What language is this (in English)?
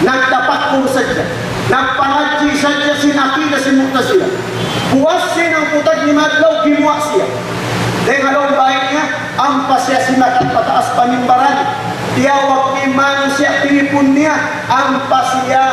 Tausug